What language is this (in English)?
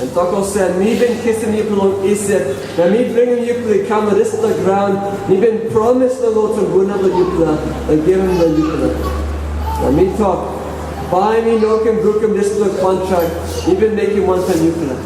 Tok Pisin